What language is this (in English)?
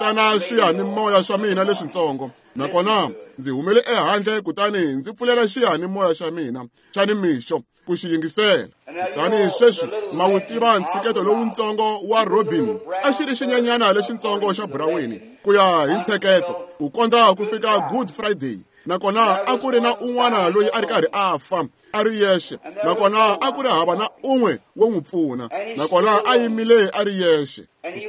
Tsonga